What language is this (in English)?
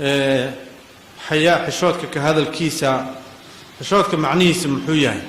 Somali